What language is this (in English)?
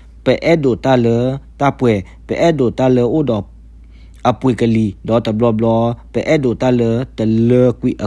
S'gaw Karen